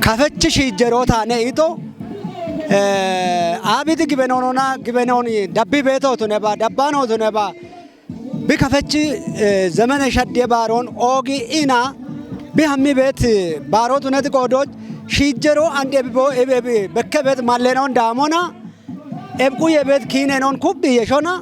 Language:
Kafa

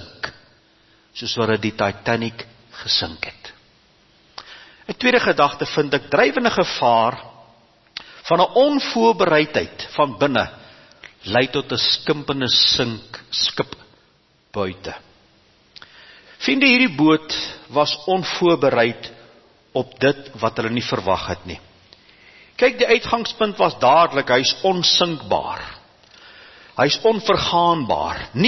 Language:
Afrikaans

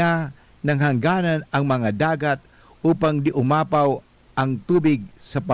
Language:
Bikol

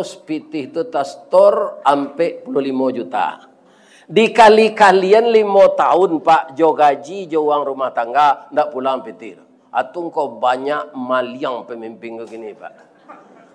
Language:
Minangkabau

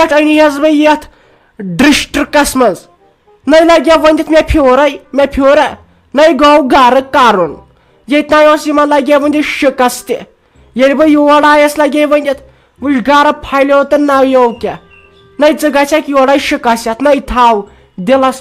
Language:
Kashmiri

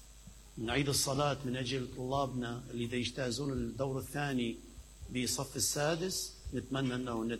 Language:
Mesopotamian Arabic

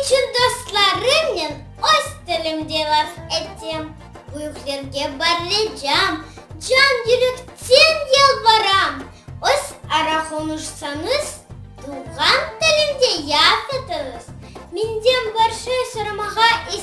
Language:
Crimean Tatar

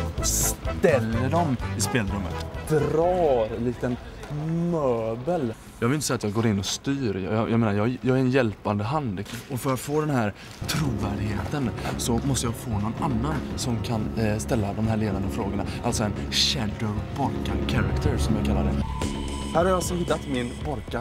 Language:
Swedish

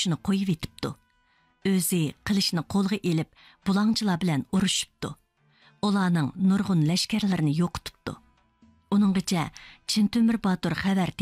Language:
Uyghur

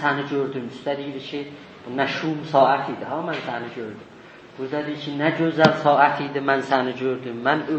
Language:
South Azerbaijani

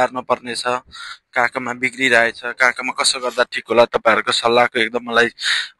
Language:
Nepali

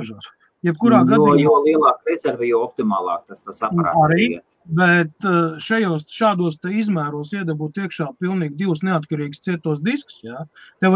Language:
Latvian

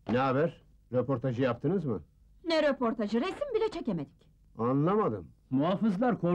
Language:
Turkish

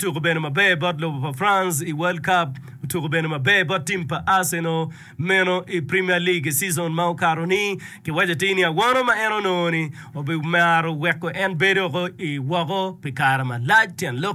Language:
Acoli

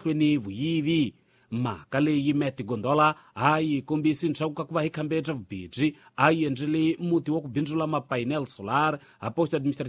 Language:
Tsonga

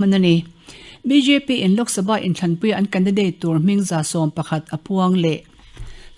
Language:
Mizo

